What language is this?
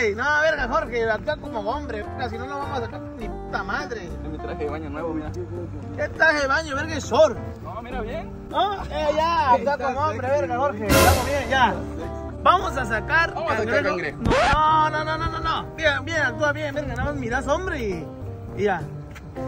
Spanish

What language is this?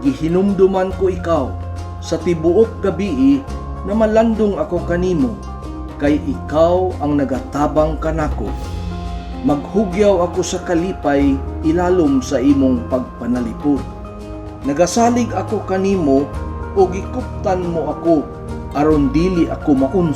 Cebuano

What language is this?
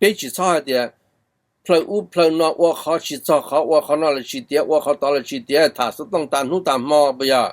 Hmong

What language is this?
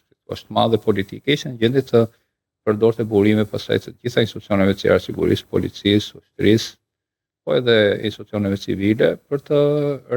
Albanian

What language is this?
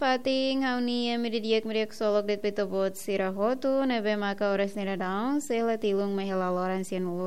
Tetum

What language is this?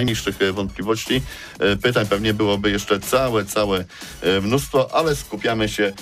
Polish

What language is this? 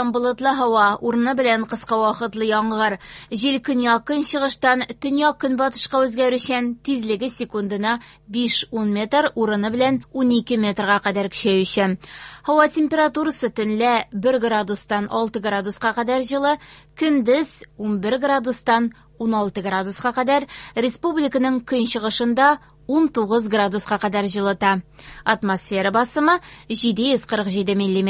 Tatar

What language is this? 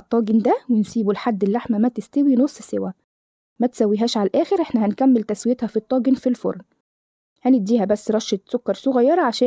Egyptian Arabic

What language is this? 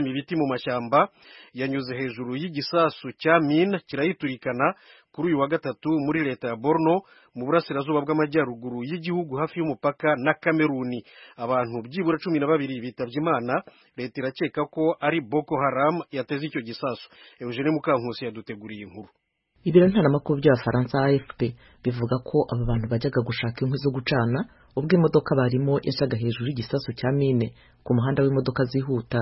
Kinyarwanda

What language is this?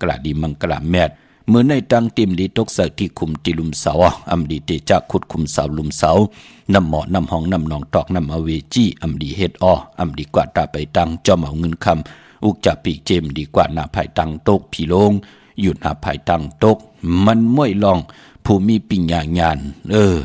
Shan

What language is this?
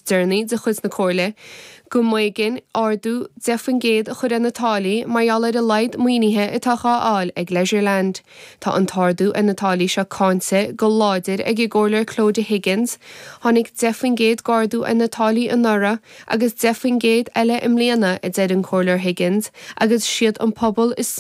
Irish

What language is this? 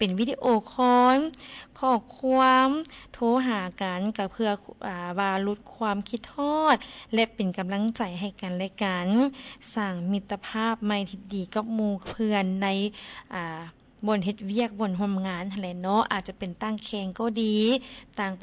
Lao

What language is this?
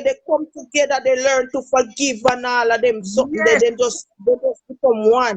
Jamaican Creole English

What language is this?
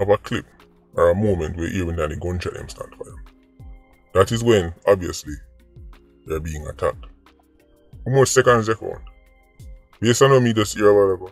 Jamaican Creole English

